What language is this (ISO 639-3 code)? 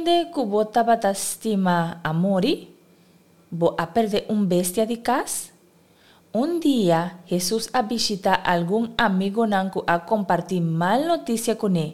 pap